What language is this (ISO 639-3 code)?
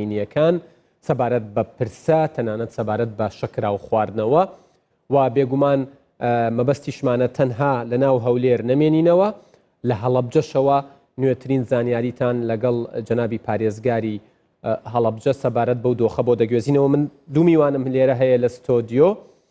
ckb